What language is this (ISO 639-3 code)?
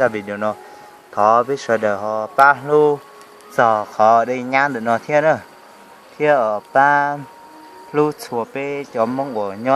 hmn